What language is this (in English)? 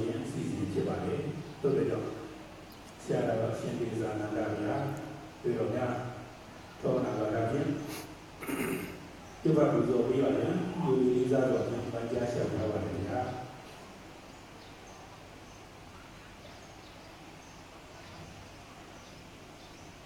Burmese